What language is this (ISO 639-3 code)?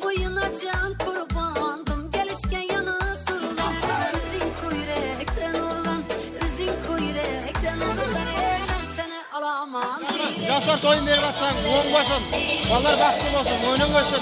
kaa